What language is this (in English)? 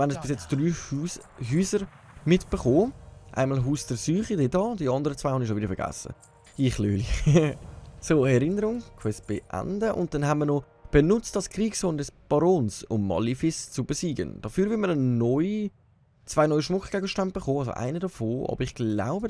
Swiss German